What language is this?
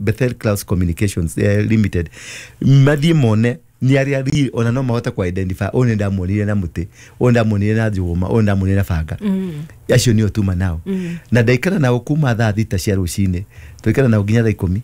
Kikuyu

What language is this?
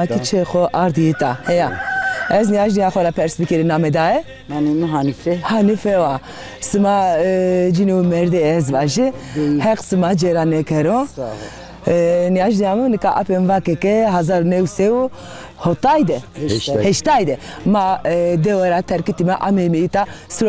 Zaza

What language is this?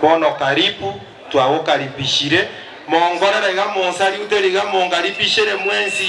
Gusii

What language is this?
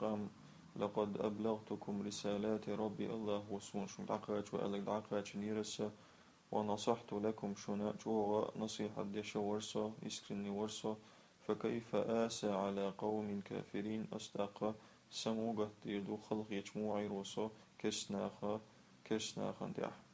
Chechen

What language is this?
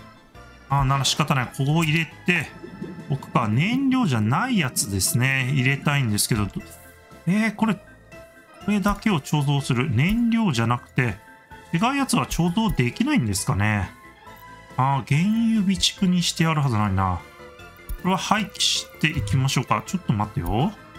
Japanese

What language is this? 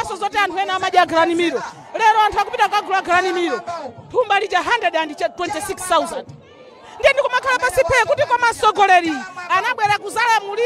Nyanja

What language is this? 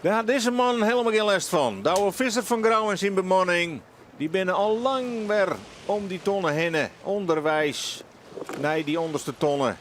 Western Frisian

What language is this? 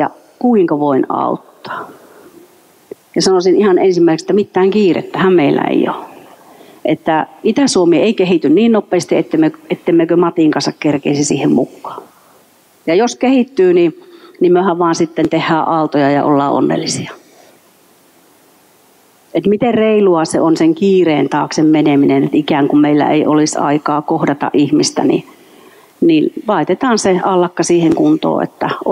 Finnish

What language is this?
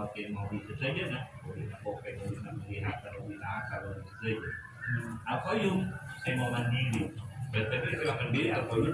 Madurese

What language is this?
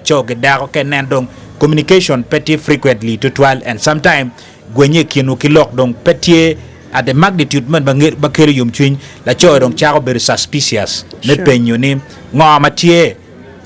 Acoli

